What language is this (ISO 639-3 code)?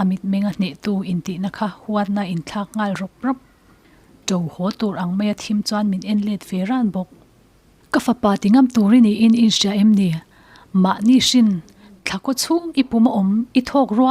lus